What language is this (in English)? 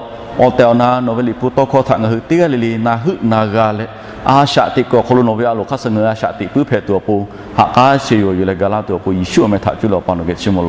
Lahu